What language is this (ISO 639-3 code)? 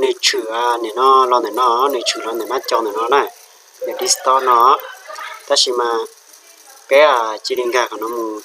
hmn